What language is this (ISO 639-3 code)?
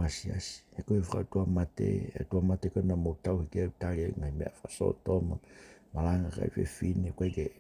ton